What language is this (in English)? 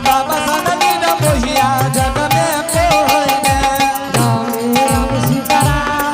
Angika